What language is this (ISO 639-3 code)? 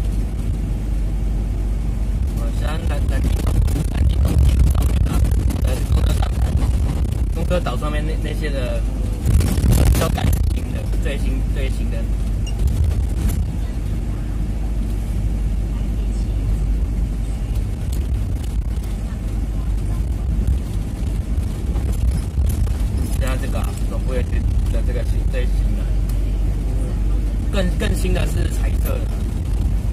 zho